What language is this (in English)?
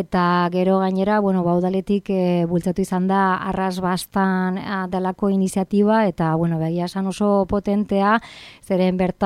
Basque